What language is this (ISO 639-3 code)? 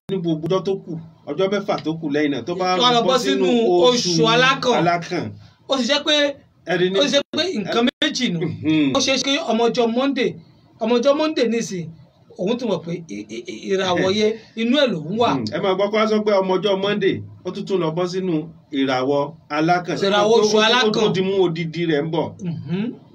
yor